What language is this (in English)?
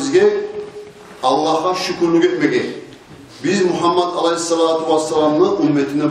Kumyk